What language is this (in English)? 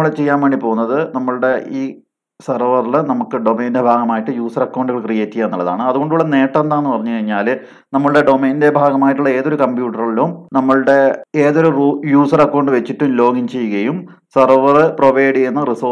Malayalam